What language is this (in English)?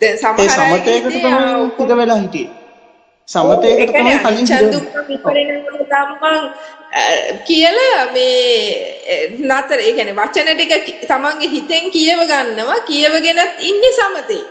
Sinhala